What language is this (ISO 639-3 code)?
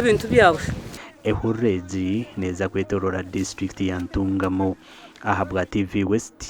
nyn